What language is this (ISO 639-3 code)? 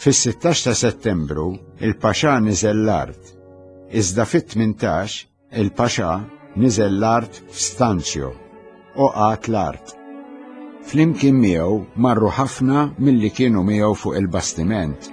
mlt